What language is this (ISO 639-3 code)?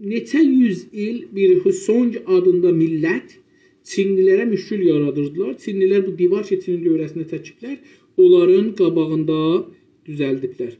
azb